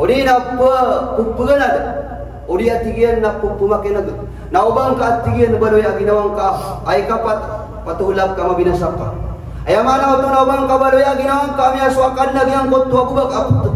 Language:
Maranao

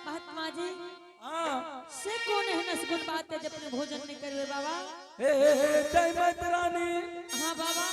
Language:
Angika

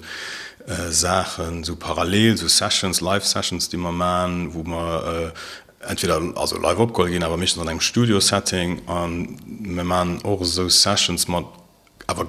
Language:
Luxembourgish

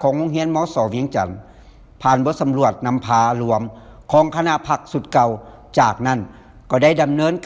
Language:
Lao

